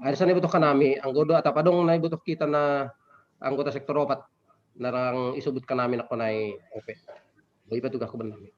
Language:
Batak Simalungun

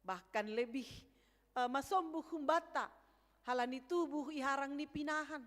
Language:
Batak Simalungun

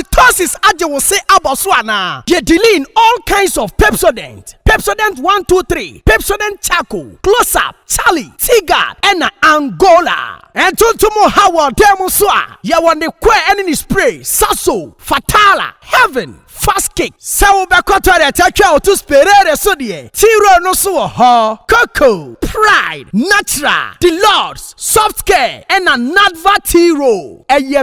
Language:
Akan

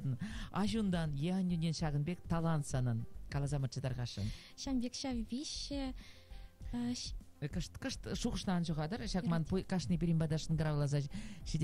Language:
Chuvash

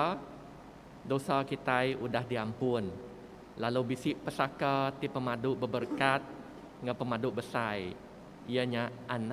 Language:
Iban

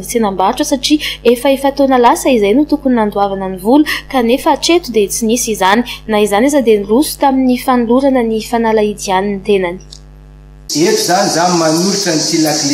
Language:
Malagasy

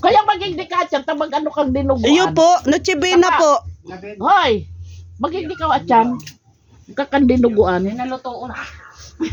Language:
Bikol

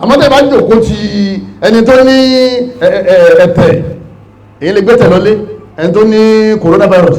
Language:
Yoruba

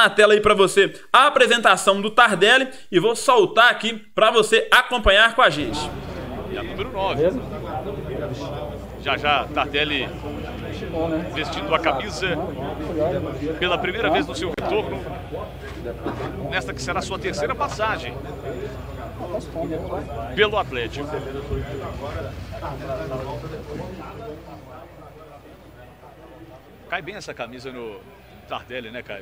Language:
Portuguese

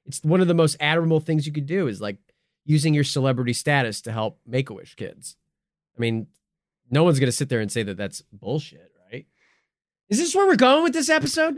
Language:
English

